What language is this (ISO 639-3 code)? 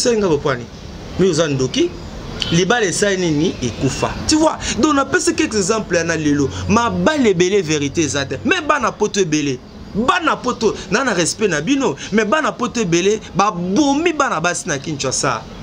lin